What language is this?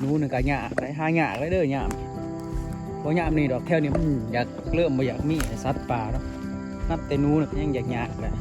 Lao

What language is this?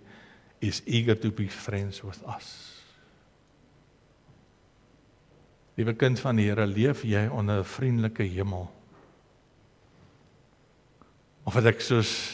Afrikaans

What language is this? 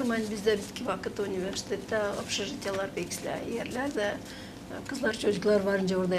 Gagauz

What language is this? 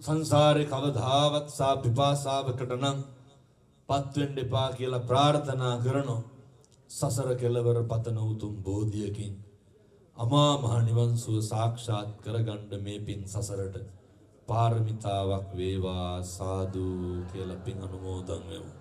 Sinhala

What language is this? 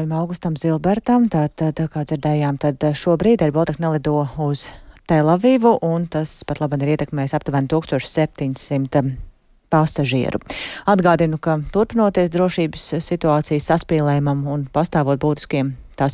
Latvian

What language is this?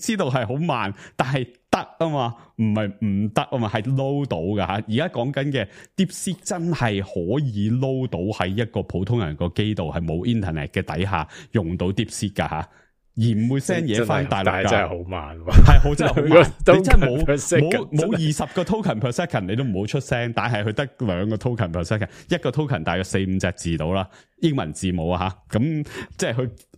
Cantonese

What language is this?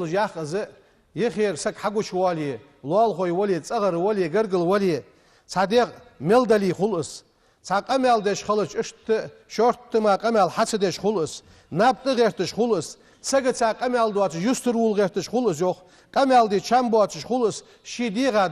Ingush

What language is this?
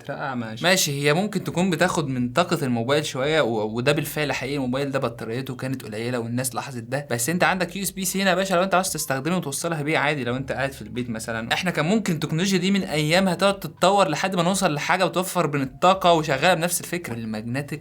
Egyptian Arabic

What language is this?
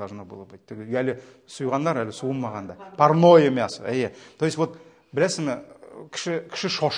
Tatar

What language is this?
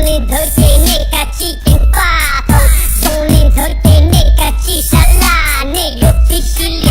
Hmong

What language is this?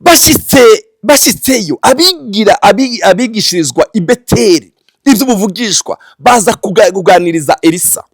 Rundi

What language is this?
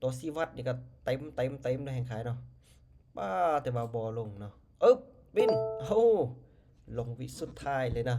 Lao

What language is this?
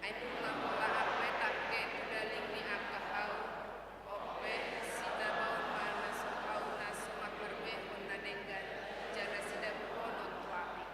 Batak Toba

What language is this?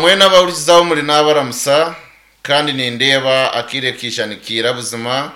Nyankole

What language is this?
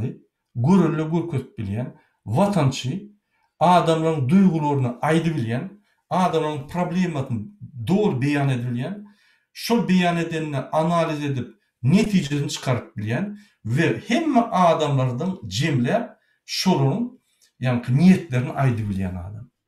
Turkmen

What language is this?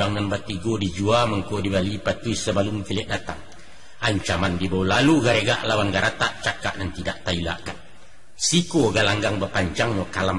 Minangkabau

